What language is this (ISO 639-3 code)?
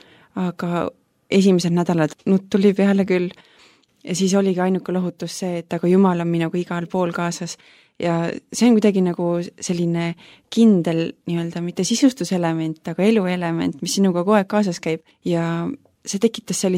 est